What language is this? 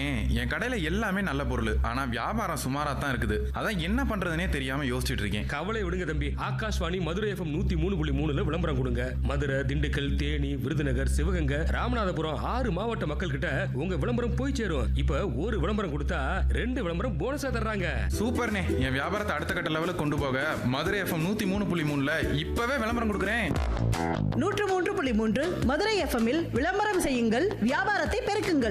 Tamil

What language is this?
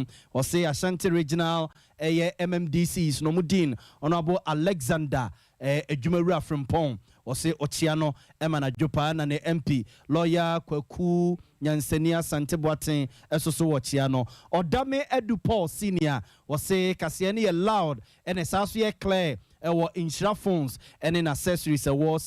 Akan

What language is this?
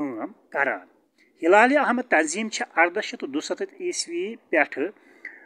Kashmiri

